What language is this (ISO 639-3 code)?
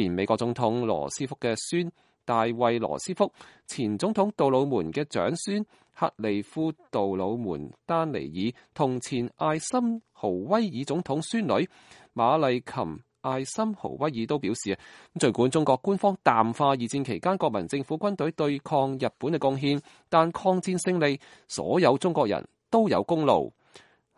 yue